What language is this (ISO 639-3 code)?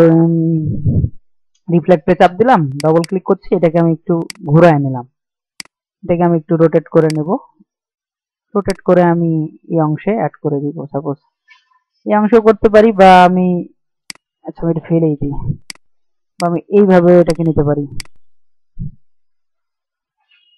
ben